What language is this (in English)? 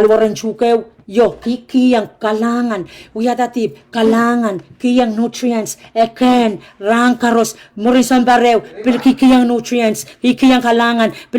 Pohnpeian